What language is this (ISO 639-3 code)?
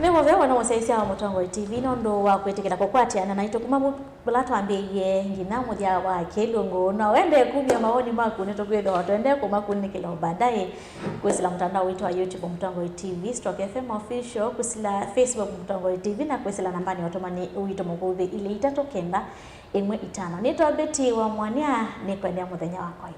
kam